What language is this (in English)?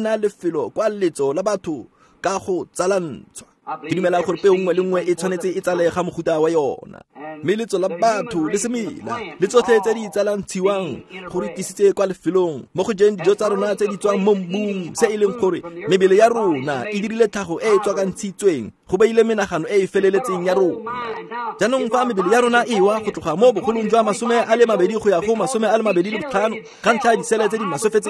Tswana